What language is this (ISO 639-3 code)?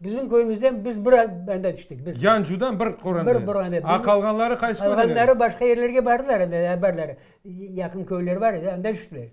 crh